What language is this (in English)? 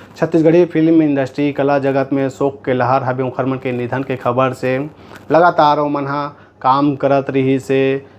Chhattisgarhi